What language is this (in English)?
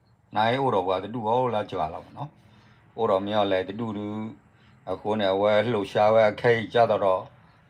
S'gaw Karen